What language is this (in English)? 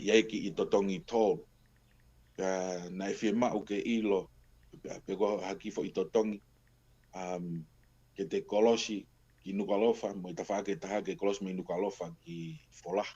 Tongan